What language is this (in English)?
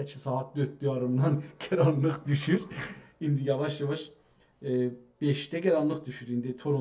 South Azerbaijani